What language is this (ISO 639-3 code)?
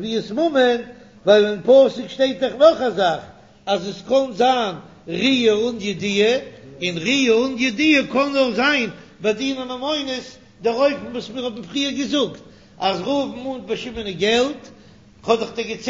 yid